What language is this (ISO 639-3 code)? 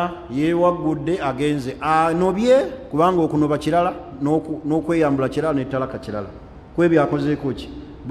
lug